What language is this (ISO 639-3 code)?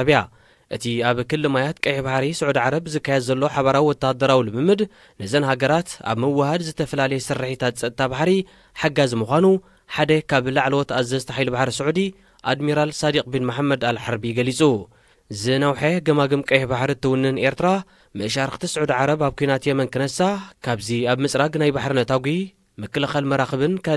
tir